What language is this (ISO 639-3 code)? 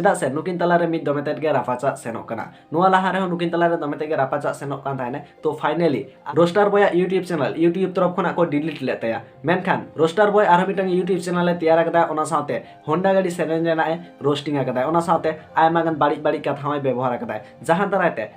sat